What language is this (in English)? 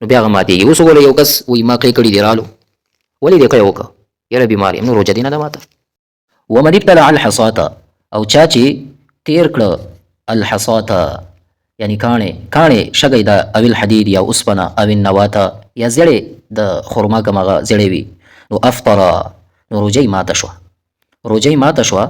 Pashto